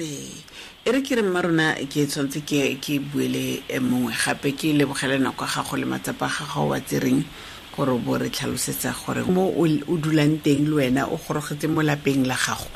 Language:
Tswana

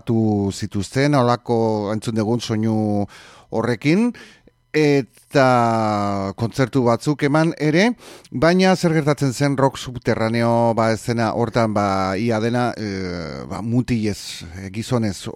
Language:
Basque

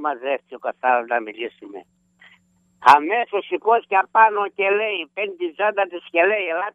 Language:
Greek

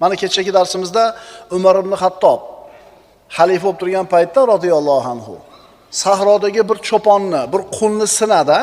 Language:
Uzbek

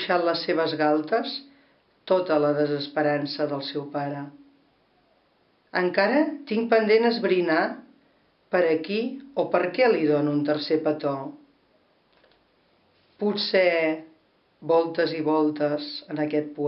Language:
Catalan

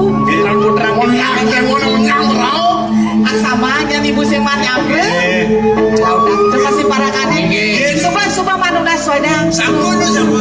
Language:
Balinese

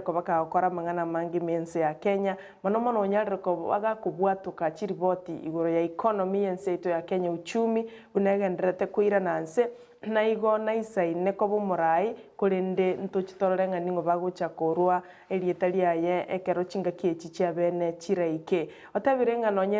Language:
Gusii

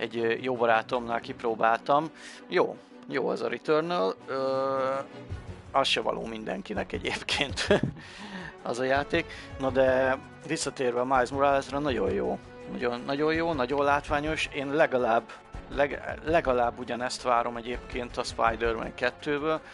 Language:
Hungarian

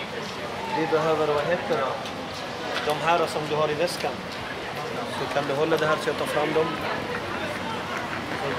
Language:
Swedish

